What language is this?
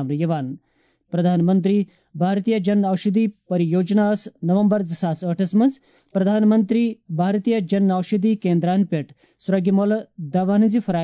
Kashmiri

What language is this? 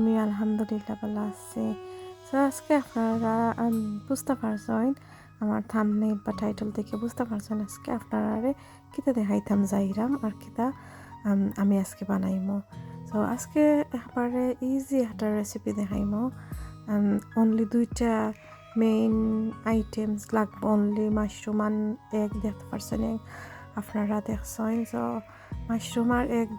Sylheti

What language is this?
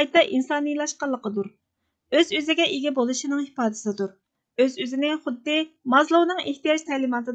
Uyghur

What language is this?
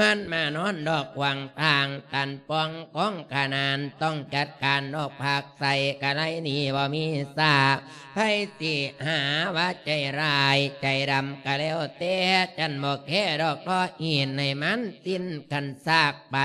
Lao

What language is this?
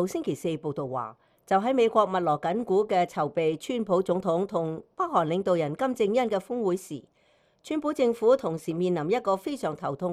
Cantonese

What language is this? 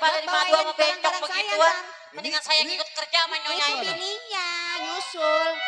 Betawi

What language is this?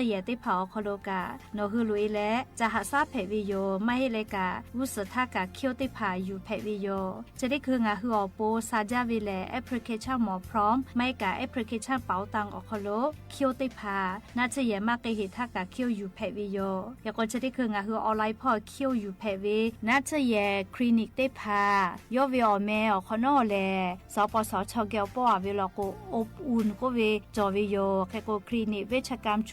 Lahu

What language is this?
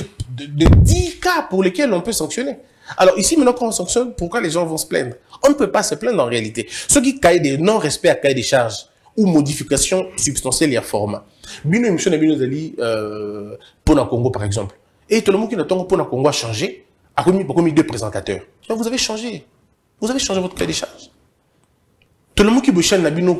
French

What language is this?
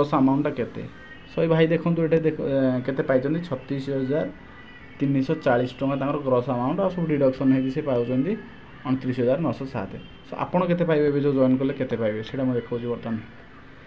Odia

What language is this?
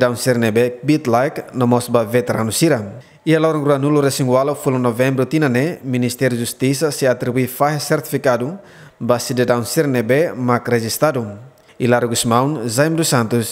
Tetum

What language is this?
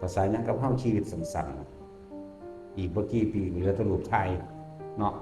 Northeastern Thai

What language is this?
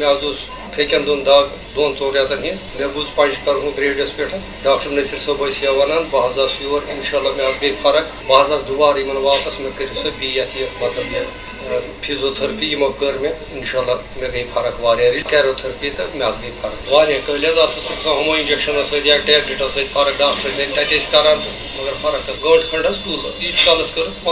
Kashmiri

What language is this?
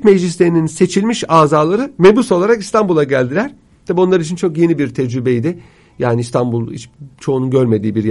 Turkish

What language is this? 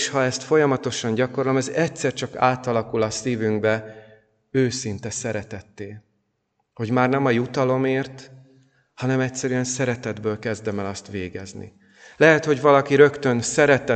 Hungarian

